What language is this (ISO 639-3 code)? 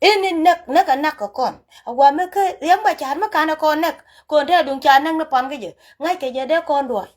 nus